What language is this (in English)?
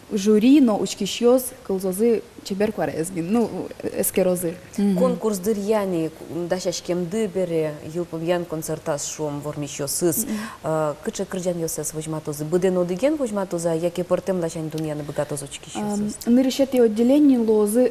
Udmurt